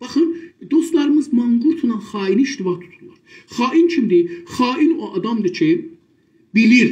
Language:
South Azerbaijani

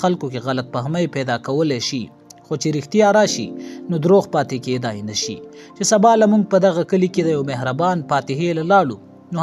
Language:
Pashto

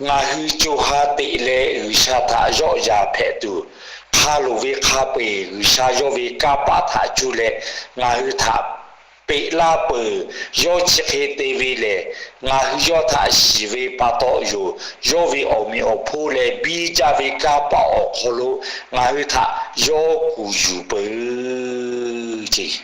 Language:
Lahu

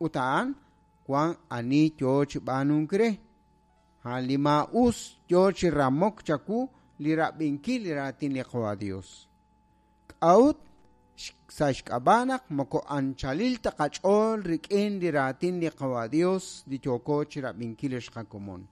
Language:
Kekchí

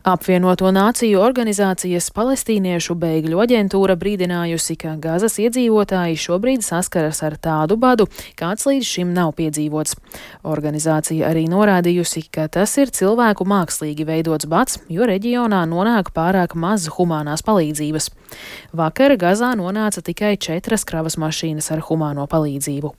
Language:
Latvian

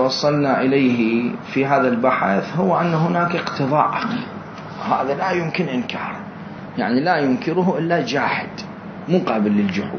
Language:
Mesopotamian Arabic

